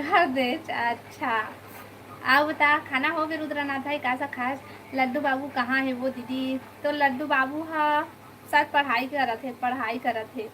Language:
Chhattisgarhi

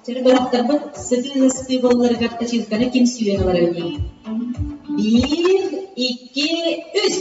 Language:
Yakut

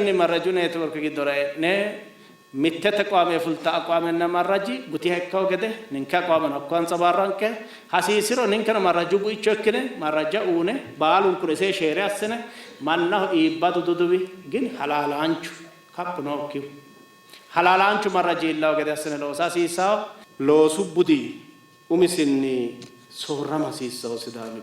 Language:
Sidamo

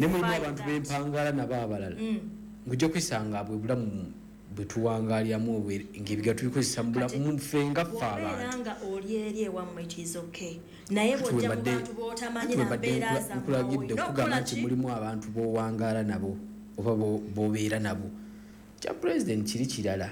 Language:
Ganda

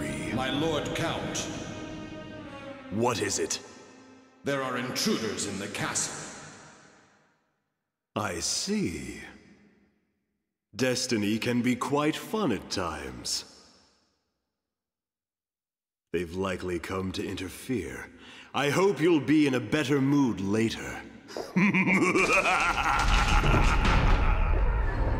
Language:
English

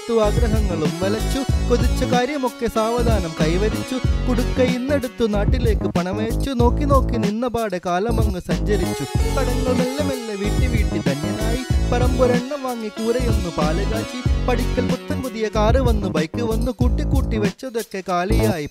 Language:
Malayalam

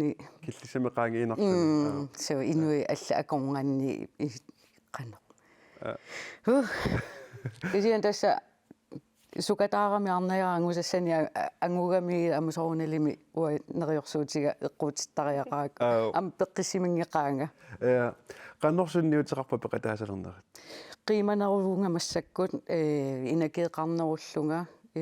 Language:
Kalaallisut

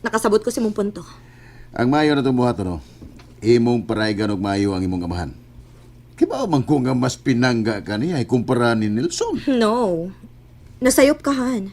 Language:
Cebuano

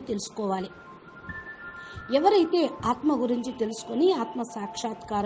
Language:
Telugu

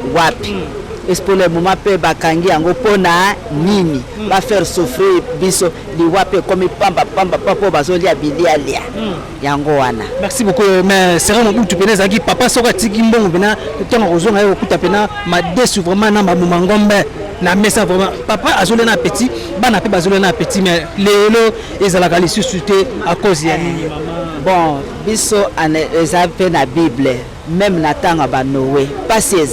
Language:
Lingala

